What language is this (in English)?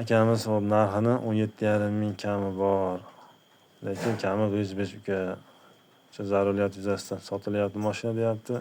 Uzbek